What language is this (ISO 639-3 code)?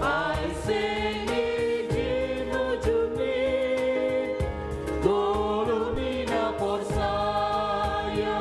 bts